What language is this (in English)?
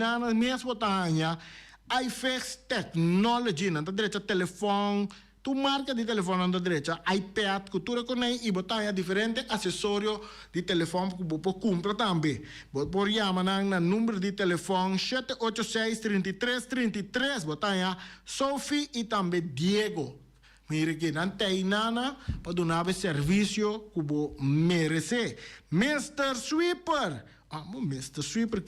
Papiamento